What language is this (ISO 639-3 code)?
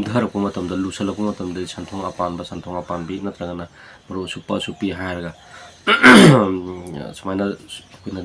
mni